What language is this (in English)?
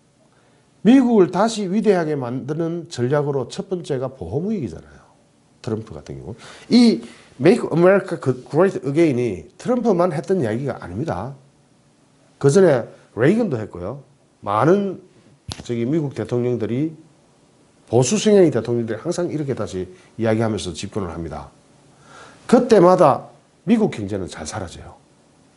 Korean